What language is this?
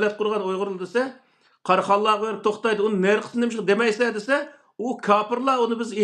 Uyghur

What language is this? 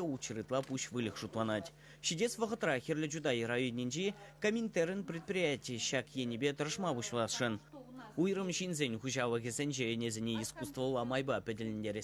Chuvash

